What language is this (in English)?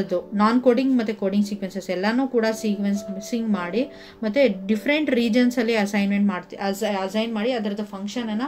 Kannada